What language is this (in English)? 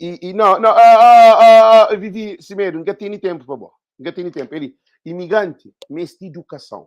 Kabuverdianu